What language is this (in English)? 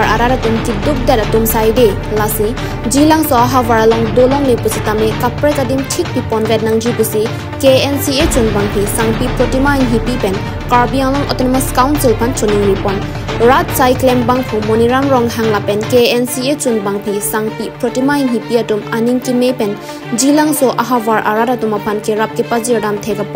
Karbi